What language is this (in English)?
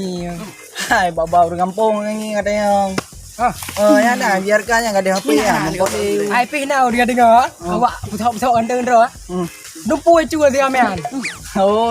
Achinese